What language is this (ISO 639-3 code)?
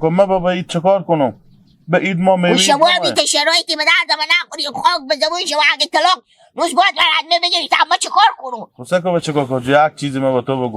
haz